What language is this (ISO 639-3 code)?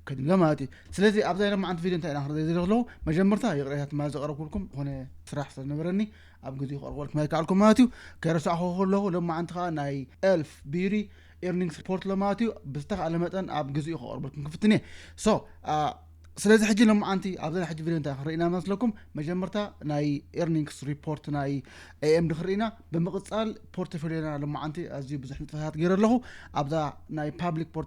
tir